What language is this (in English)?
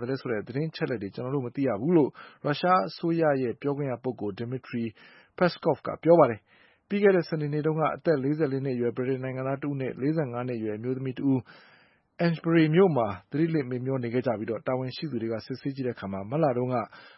Burmese